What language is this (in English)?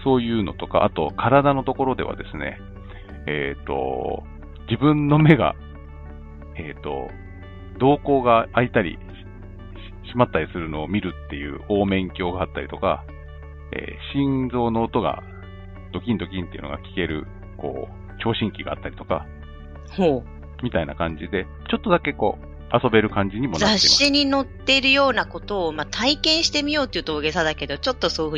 Japanese